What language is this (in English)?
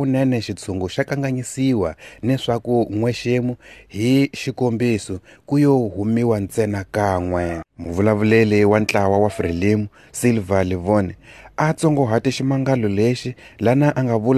Tsonga